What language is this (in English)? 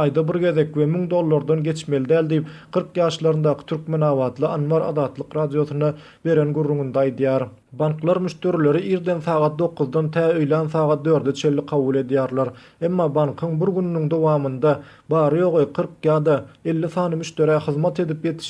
Turkmen